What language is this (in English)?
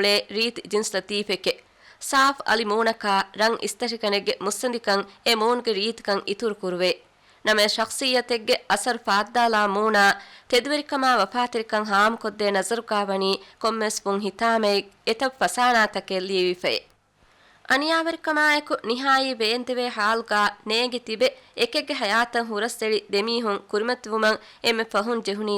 Divehi